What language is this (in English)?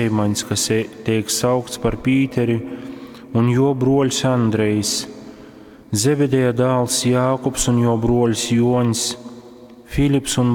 Latgalian